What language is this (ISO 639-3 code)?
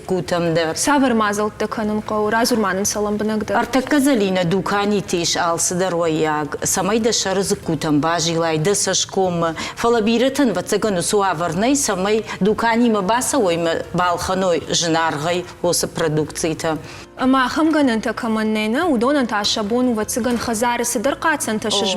oss